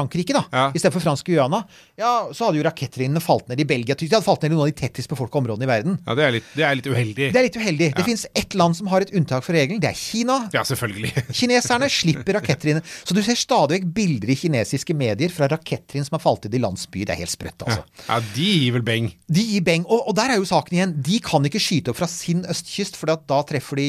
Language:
Norwegian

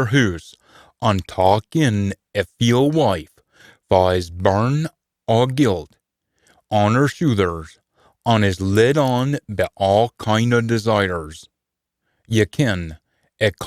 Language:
Scots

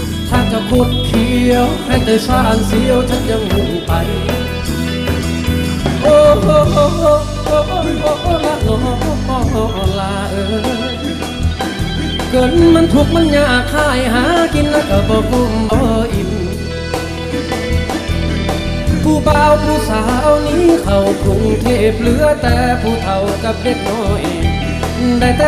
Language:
Thai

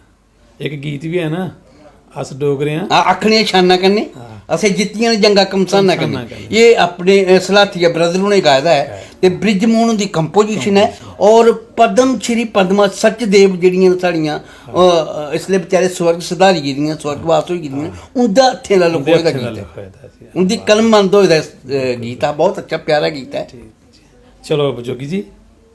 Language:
Dogri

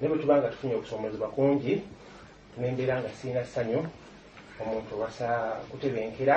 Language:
Ganda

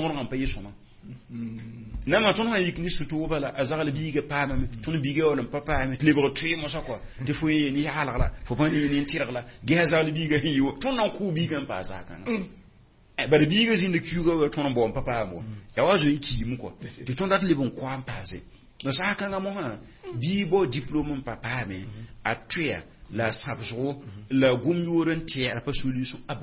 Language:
Mossi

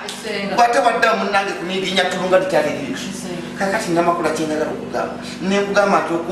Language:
Ganda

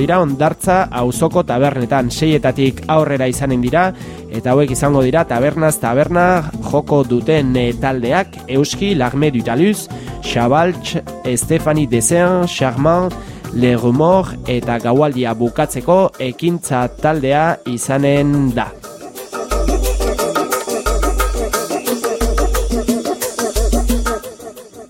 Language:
Basque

